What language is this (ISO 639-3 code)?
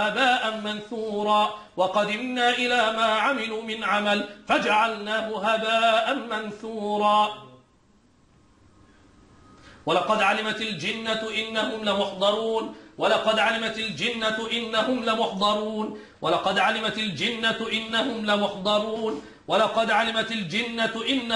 arz